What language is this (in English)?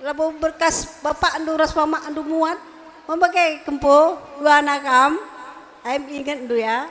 Batak Karo